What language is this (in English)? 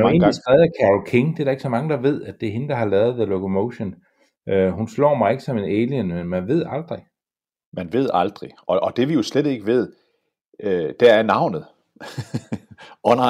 Danish